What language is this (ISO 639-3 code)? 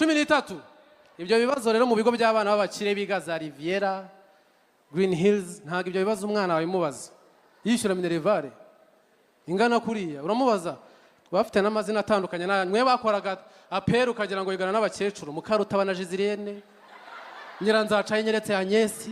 kin